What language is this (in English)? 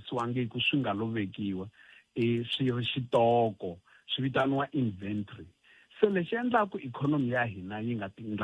Tsonga